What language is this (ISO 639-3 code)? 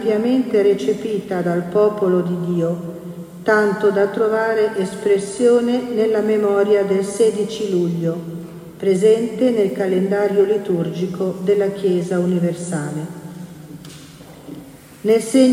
ita